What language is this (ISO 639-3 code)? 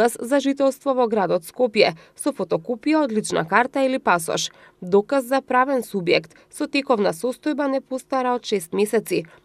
mkd